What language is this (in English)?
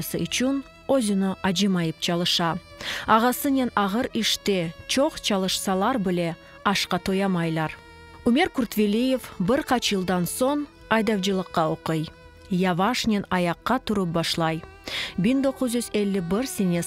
Crimean Tatar